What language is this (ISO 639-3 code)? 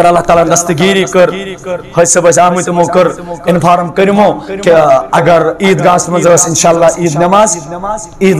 kas